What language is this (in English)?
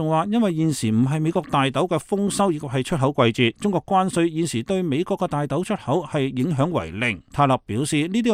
Cantonese